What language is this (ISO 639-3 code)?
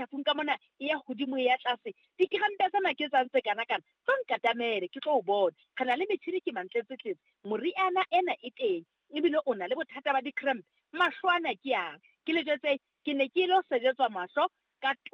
sot